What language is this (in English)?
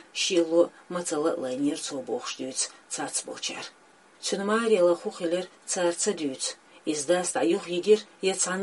Chechen